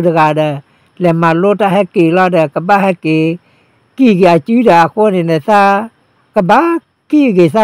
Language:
S'gaw Karen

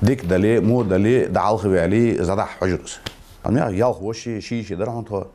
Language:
Ingush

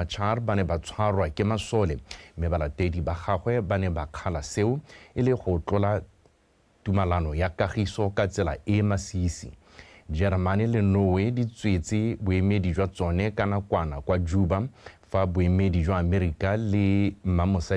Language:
Tswana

